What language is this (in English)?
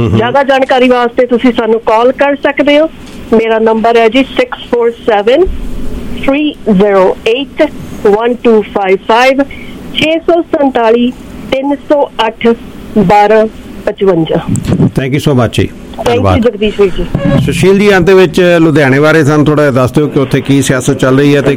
Punjabi